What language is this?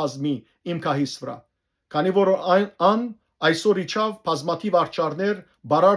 Western Armenian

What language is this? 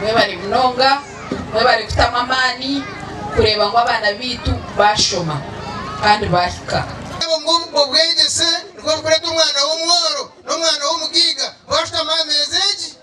Nyankole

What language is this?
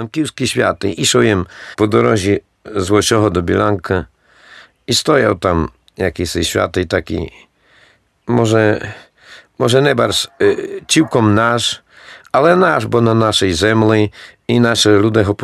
Rusyn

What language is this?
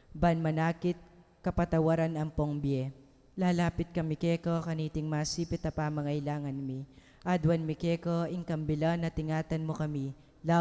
Pampanga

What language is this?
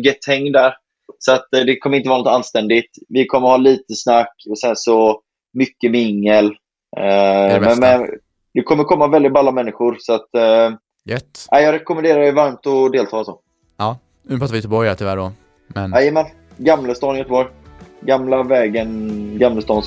Swedish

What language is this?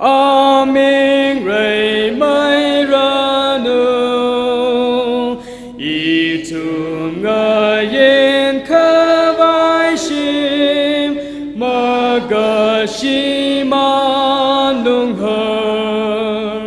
Tangkhul Naga (India)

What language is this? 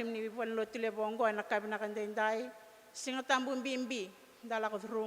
Fijian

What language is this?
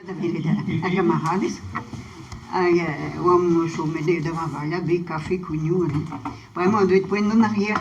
Breton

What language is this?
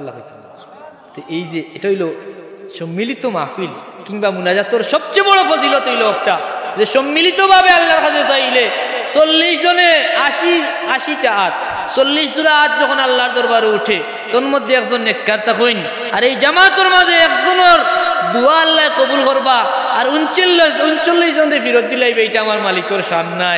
Sylheti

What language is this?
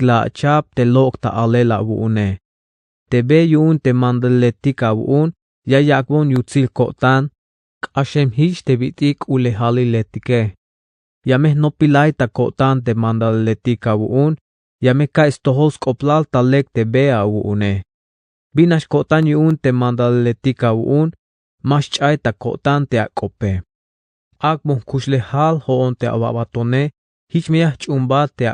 Tzeltal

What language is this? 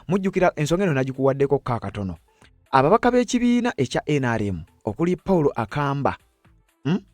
Ganda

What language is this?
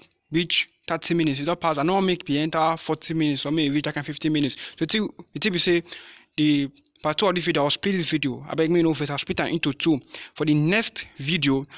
Nigerian Pidgin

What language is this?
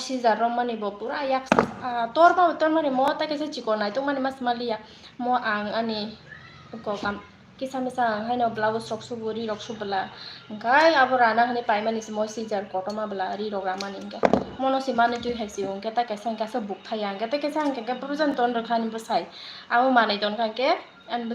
Kok Borok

